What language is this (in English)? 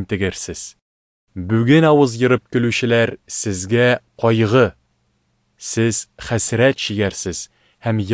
Tatar